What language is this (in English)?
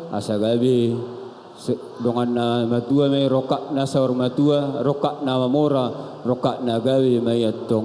Batak Toba